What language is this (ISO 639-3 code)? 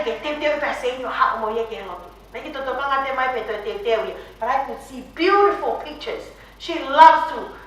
ton